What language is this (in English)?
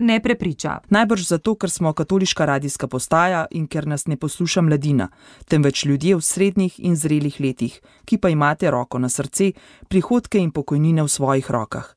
Slovenian